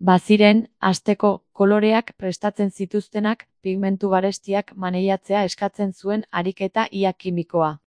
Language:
Basque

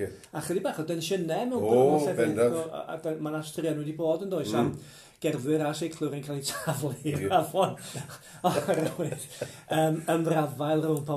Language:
Welsh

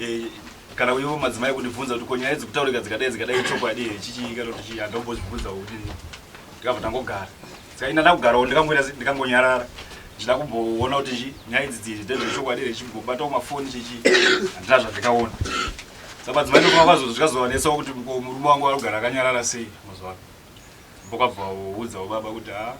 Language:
Shona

